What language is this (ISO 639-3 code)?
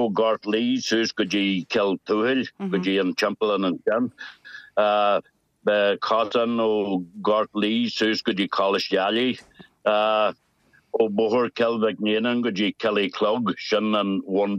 gle